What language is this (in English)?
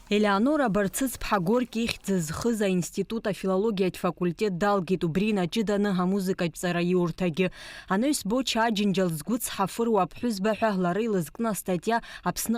Abkhazian